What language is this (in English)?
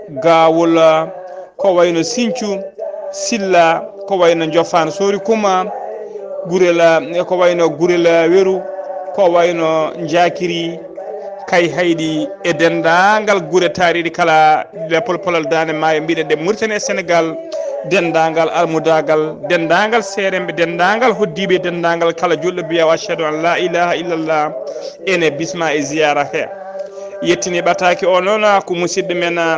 Fula